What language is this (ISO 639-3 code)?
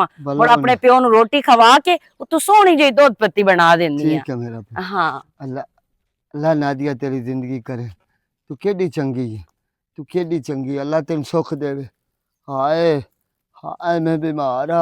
lah